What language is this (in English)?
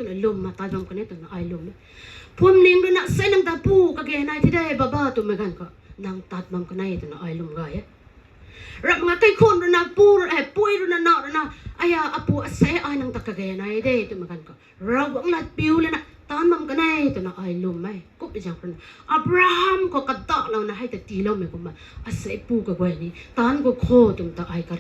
Rongmei Naga